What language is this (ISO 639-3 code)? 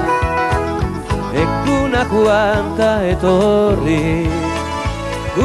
eus